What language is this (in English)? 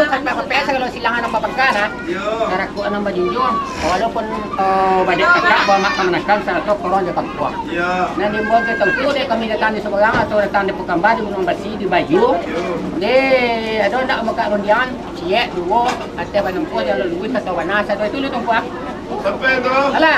Minangkabau